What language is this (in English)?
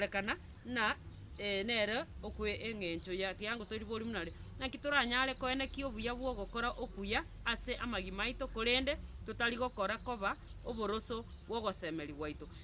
Gusii